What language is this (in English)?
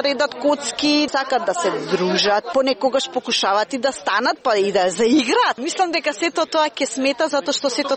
Macedonian